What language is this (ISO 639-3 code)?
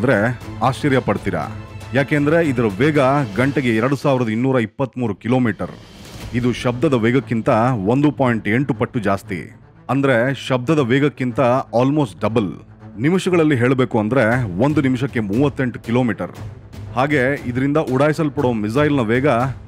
kan